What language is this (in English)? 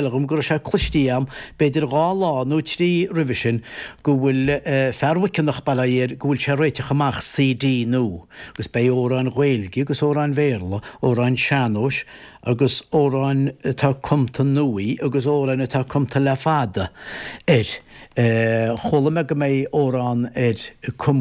Irish